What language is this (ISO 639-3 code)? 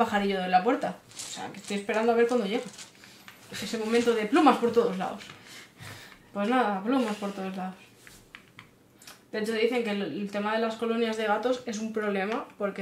spa